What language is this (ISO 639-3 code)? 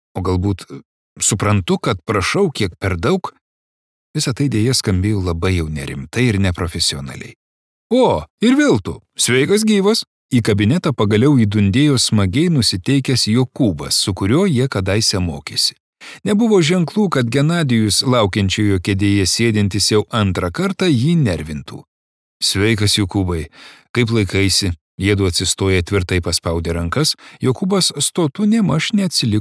lit